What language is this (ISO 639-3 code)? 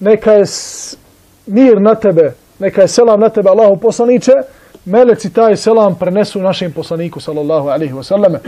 bos